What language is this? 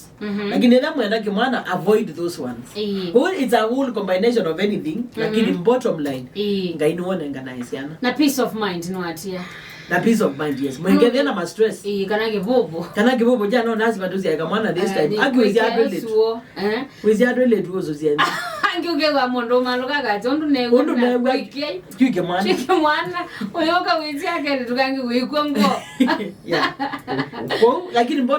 Kamba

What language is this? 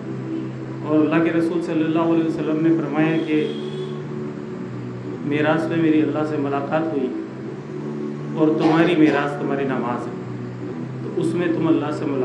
Urdu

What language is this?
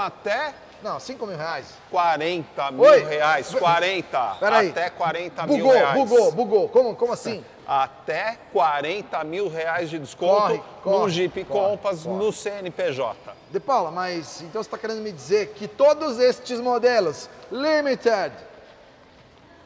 Portuguese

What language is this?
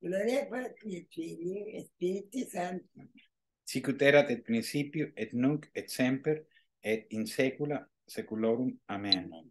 Latin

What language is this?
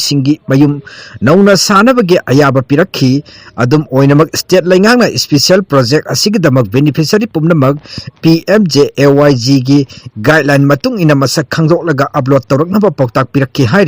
Manipuri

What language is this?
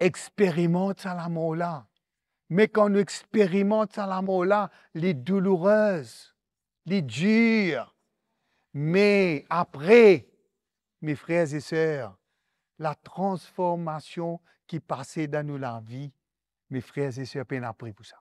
Morisyen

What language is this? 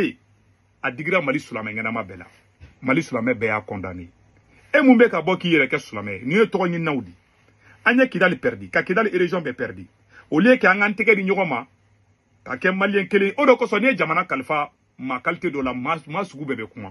Bambara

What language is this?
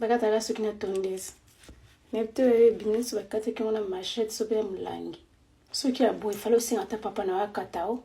Lingala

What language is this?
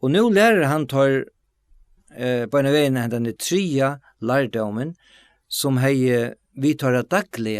Faroese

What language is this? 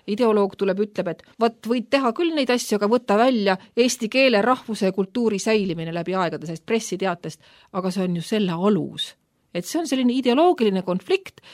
Estonian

